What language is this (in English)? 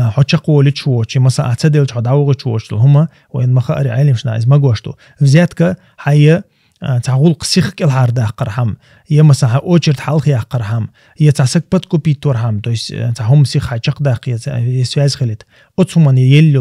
Chechen